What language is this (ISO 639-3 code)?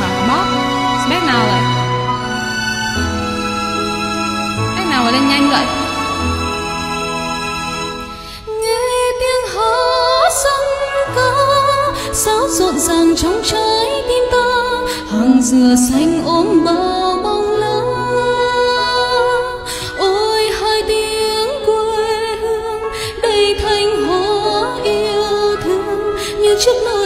vie